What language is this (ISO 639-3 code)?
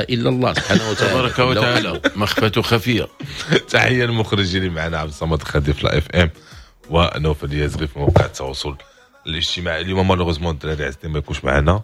ary